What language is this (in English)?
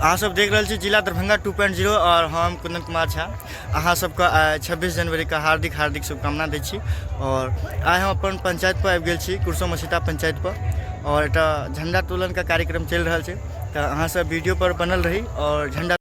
Maithili